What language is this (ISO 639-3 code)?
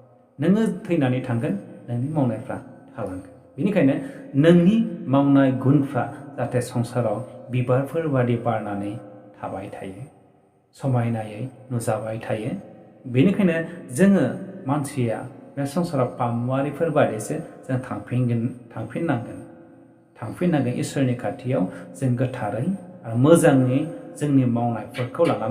brx